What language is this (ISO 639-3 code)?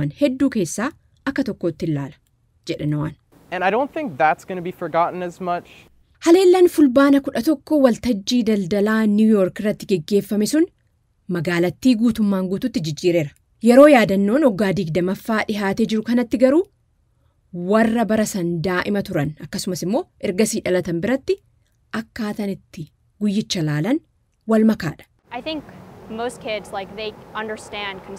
orm